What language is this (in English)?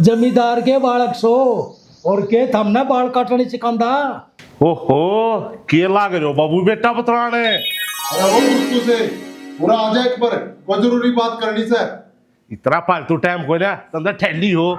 Haryanvi